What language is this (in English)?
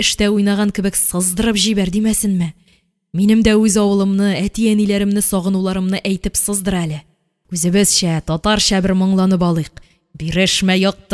Tatar